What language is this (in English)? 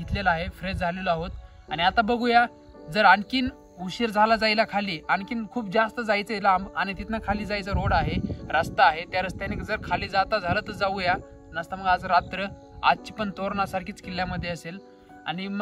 Marathi